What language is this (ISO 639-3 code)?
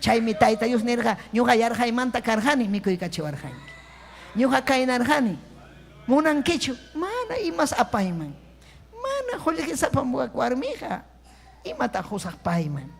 quy